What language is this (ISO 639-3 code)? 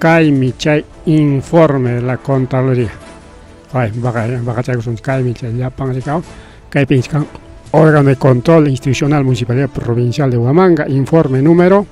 quy